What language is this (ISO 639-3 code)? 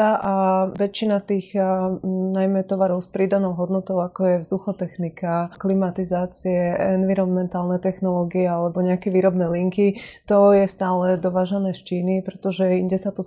slk